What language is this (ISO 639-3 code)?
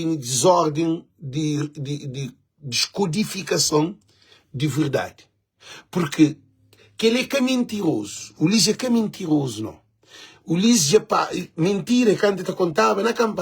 kea